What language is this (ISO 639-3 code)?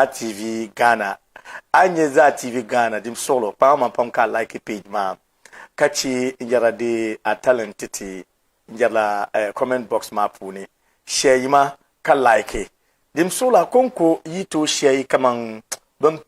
dag